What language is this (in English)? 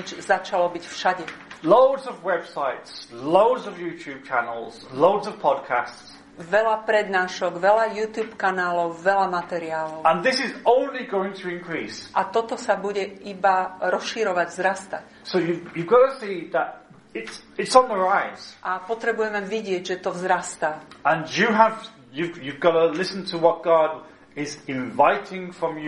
Slovak